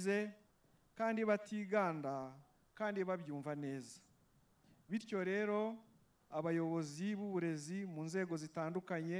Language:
Kinyarwanda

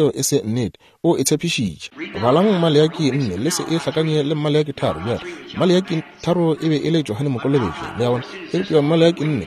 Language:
Northern Sotho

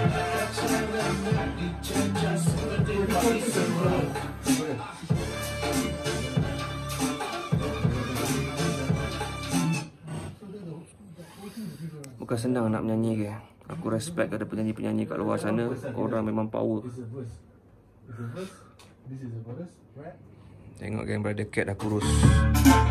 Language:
Malay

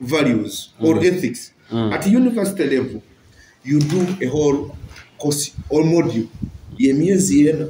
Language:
Nyoro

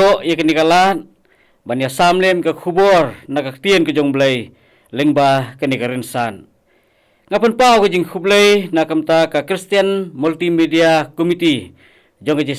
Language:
Khasi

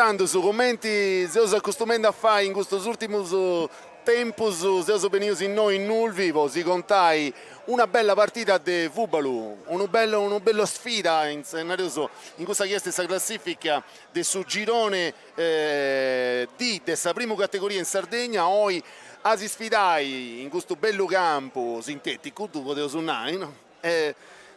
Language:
Sardinian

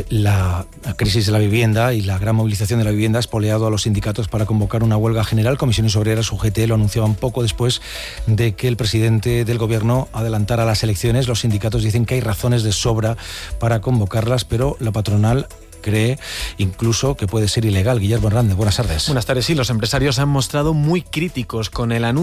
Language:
Spanish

